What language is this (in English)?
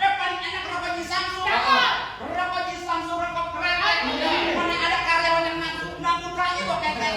Betawi